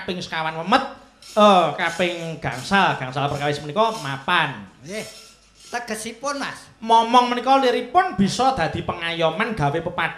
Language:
Javanese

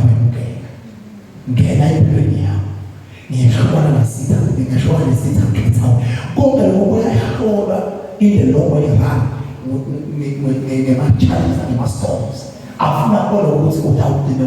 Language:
Zulu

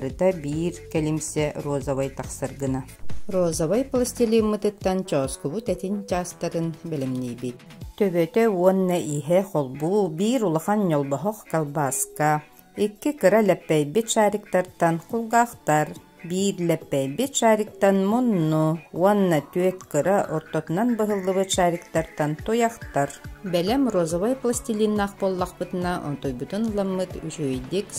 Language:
Yakut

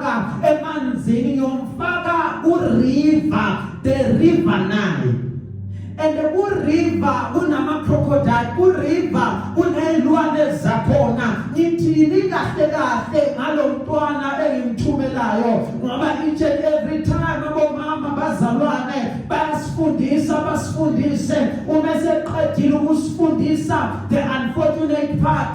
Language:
Zulu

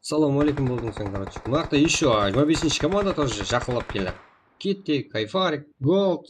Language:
Kara-Kalpak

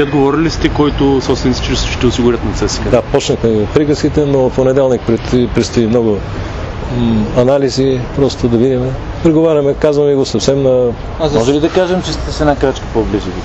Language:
Bulgarian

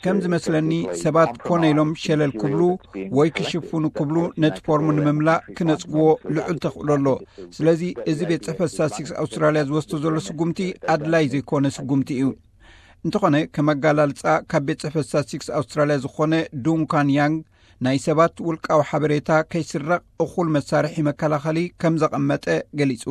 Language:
Tigrinya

